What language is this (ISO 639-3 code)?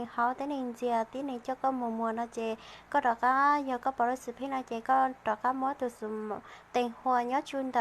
hmn